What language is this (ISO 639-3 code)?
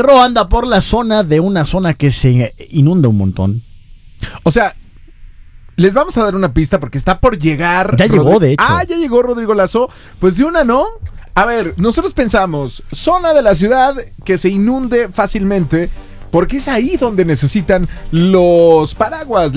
spa